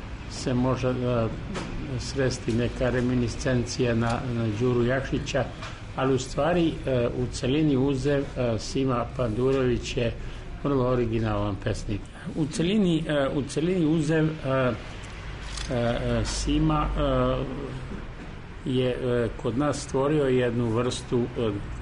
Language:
Serbian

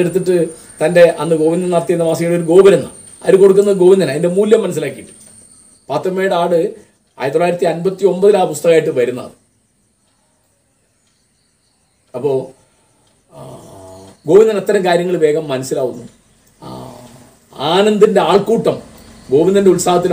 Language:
Malayalam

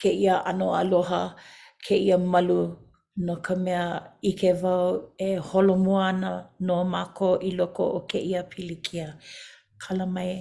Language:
Hawaiian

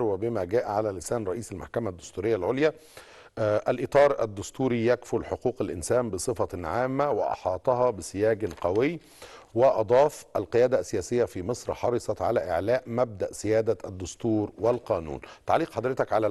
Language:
Egyptian Arabic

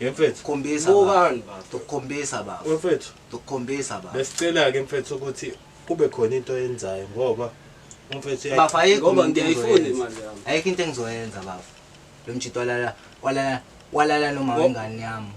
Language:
Zulu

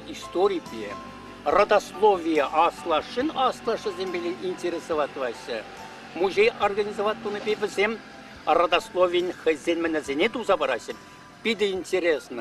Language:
Chuvash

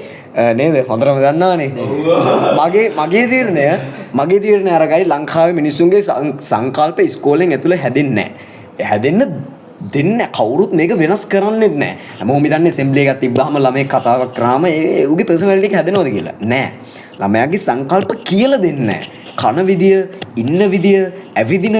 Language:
Sinhala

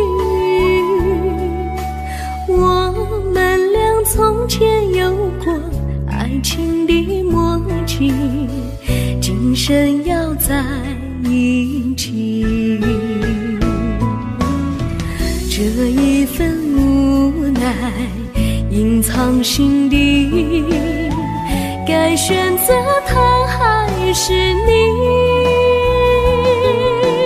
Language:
Chinese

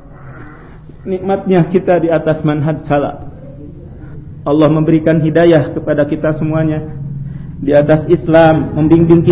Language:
Indonesian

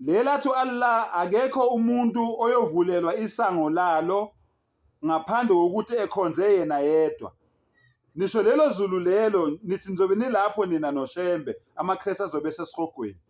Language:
Zulu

